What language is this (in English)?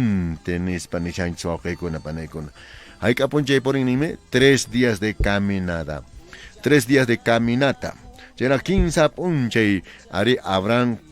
Quechua